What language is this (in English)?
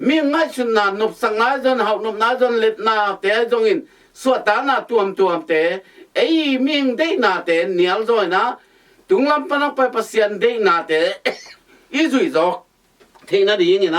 Tedim Chin